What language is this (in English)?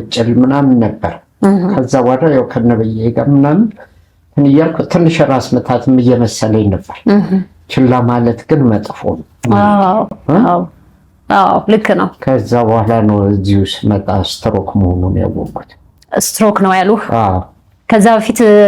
Amharic